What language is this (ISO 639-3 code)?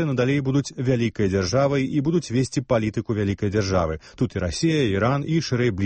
bel